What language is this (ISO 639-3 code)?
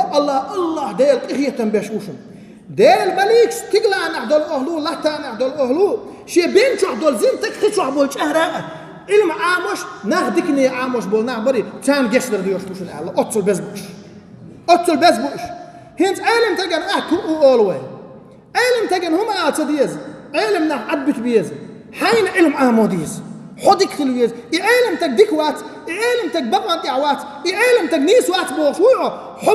che